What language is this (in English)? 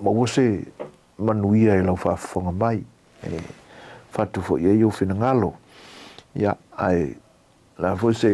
Samoan